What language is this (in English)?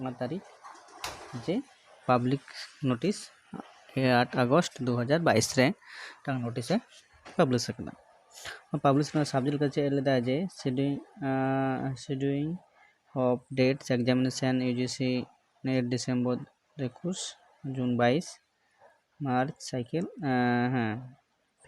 Santali